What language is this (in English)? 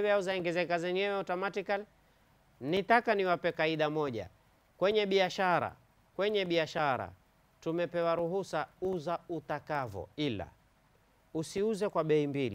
Swahili